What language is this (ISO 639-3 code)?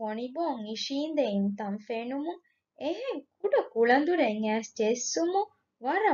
div